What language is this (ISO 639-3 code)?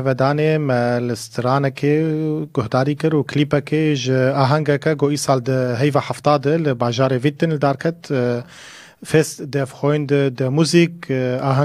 kur